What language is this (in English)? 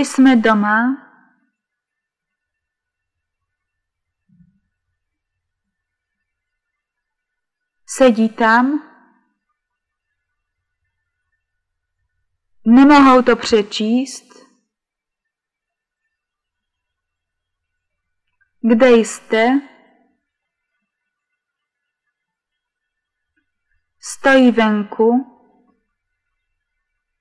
Czech